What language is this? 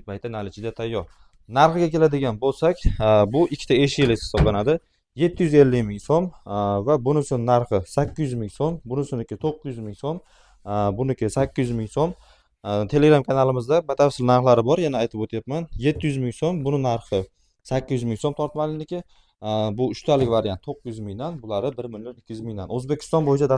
Uzbek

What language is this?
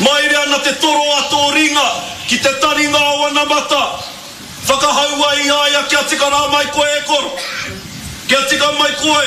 Māori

